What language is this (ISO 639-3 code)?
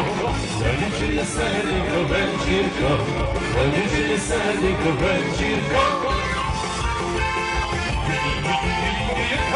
ukr